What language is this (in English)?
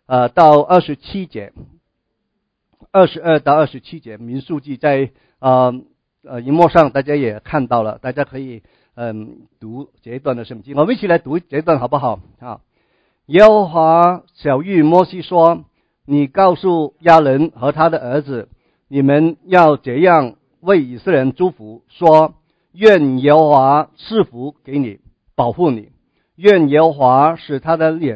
Chinese